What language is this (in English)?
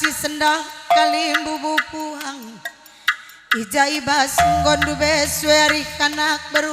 Batak Karo